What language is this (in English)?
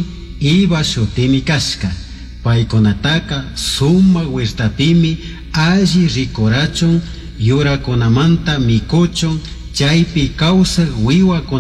Chimborazo Highland Quichua